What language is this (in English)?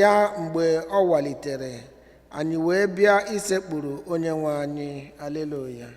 Igbo